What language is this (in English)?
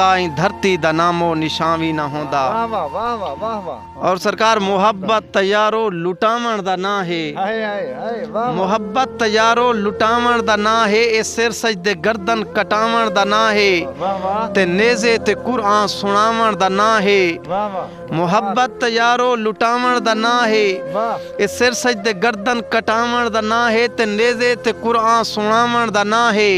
Saraiki